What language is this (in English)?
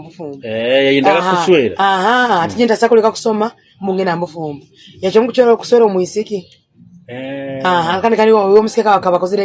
Nyoro